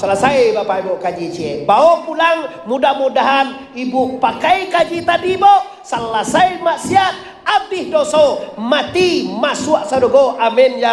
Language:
Minangkabau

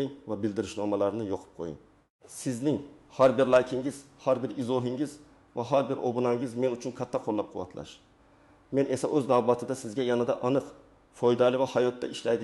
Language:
Uzbek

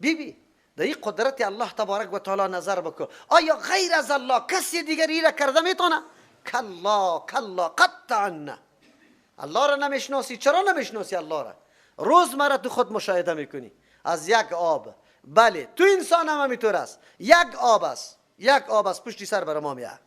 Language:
Persian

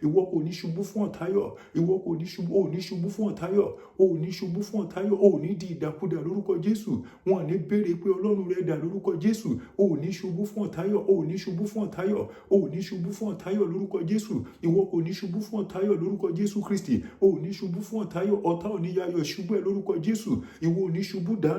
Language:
Yoruba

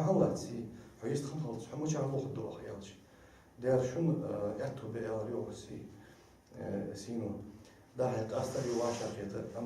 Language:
Ingush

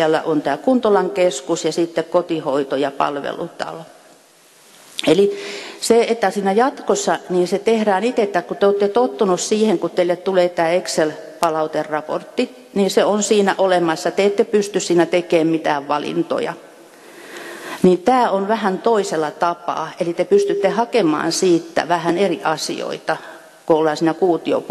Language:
Finnish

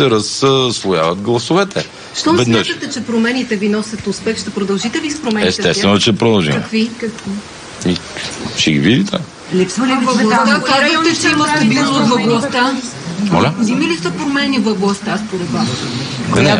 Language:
Bulgarian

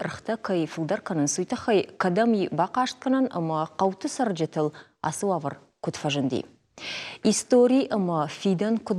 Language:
Ossetic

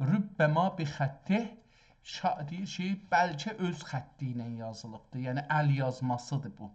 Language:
South Azerbaijani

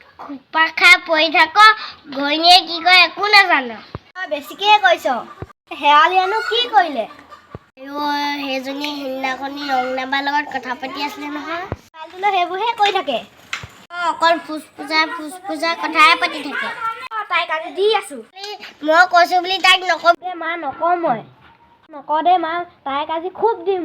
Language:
Assamese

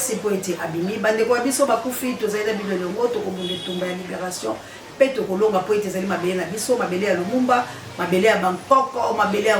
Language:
Lingala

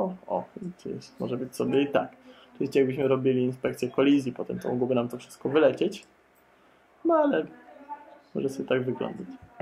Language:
Polish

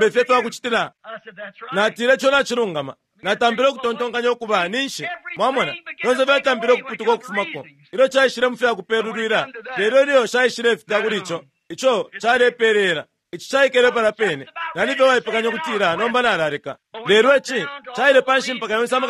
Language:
Bemba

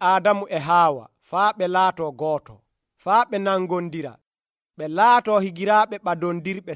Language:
Nigerian Fulfulde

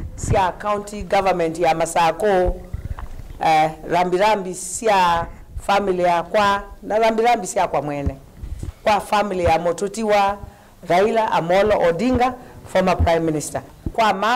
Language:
Kamba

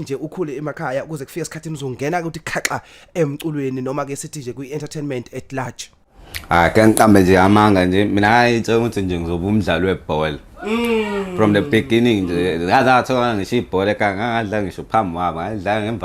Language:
Zulu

